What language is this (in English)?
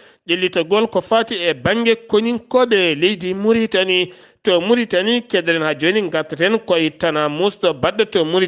Fula